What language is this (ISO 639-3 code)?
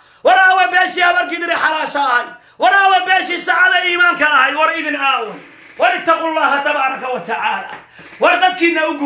som